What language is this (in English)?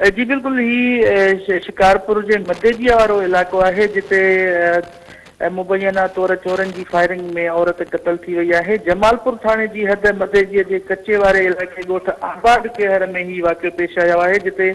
Sindhi